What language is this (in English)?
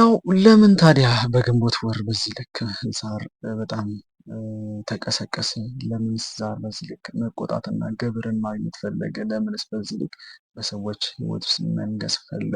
Amharic